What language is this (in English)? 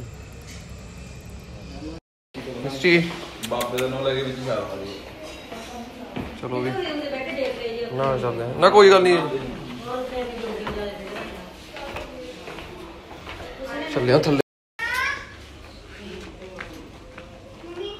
Punjabi